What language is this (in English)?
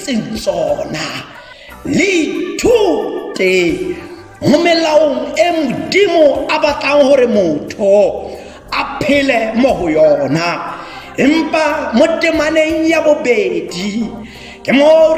Tswana